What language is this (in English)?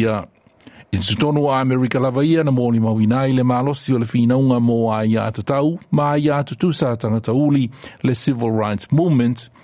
Samoan